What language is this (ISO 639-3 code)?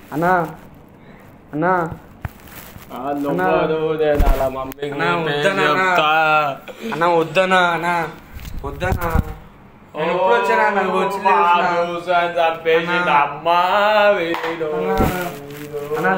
tel